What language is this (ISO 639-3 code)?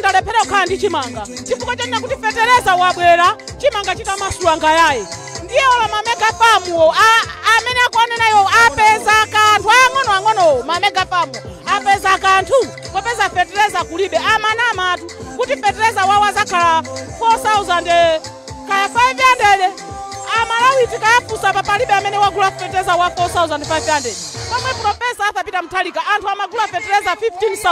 nya